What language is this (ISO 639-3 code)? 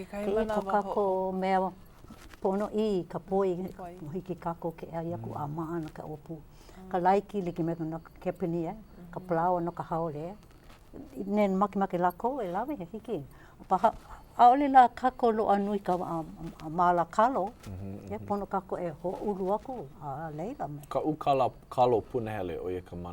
haw